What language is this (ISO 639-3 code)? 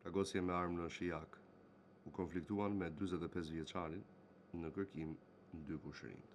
sqi